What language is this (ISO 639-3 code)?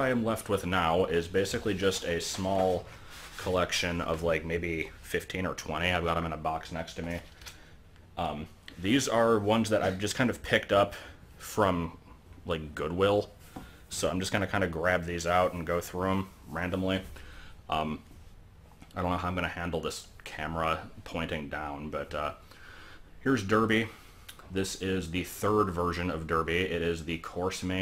eng